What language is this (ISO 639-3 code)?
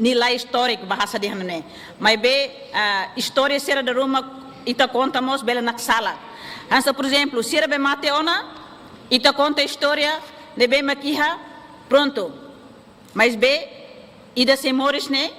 tet